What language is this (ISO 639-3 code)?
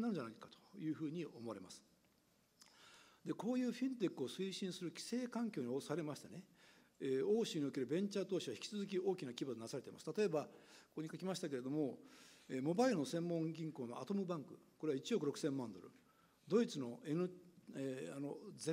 jpn